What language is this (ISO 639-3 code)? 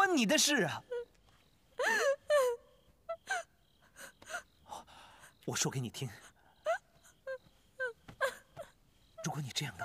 zho